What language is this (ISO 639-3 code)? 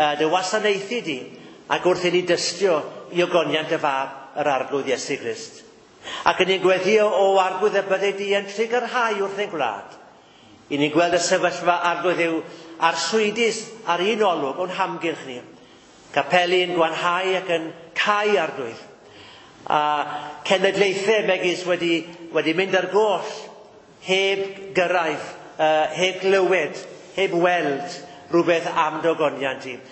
cym